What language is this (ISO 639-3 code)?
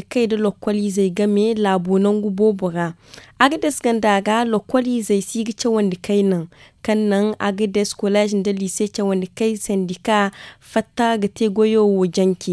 dje